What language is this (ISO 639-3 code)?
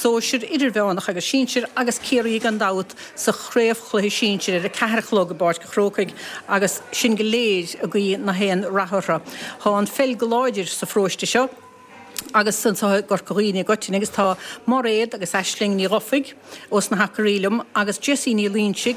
gle